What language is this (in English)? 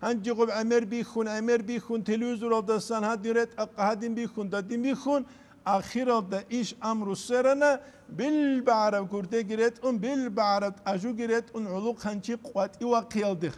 Avaric